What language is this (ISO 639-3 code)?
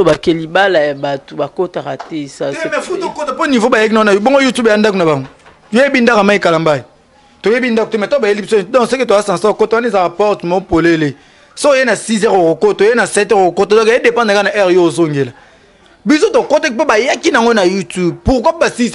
lin